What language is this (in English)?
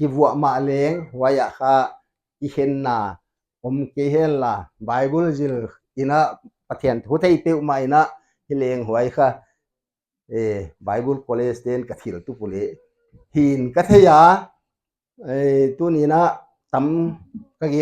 Paite Chin